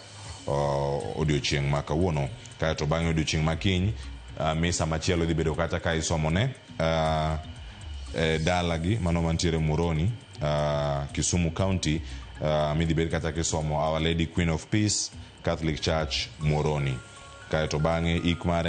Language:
Luo (Kenya and Tanzania)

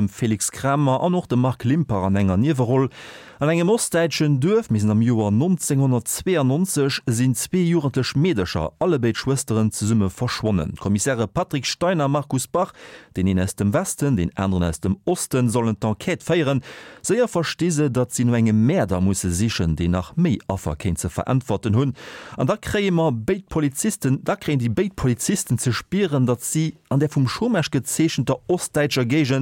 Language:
Luxembourgish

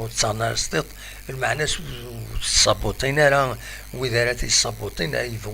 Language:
Kabyle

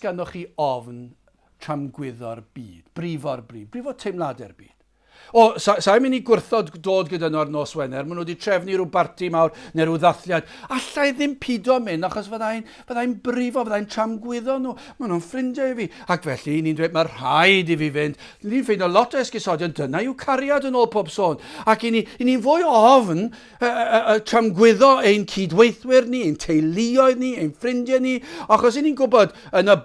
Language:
Welsh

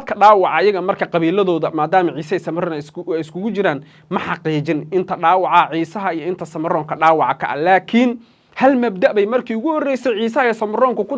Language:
Somali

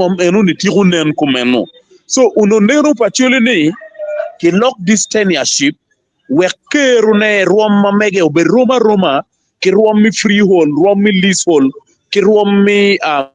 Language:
Acoli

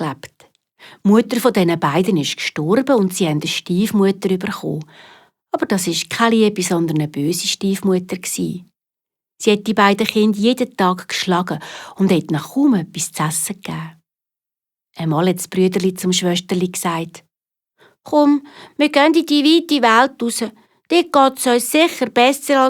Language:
Swiss German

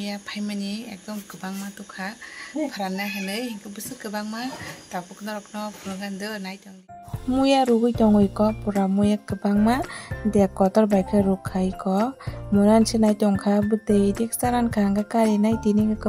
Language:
Kok Borok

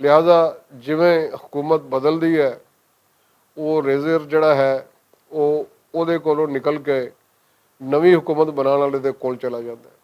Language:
Western Panjabi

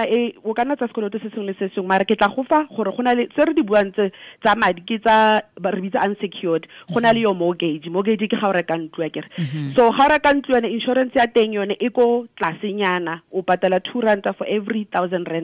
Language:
Tswana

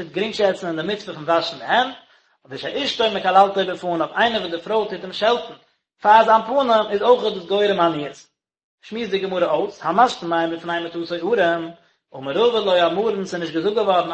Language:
Yiddish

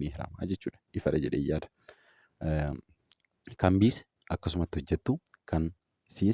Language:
Oromo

